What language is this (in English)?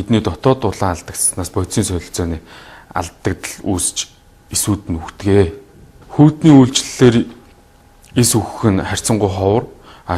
Mongolian